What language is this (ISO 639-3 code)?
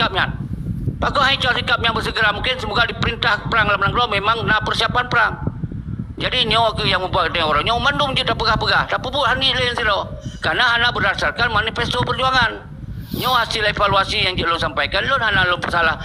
ace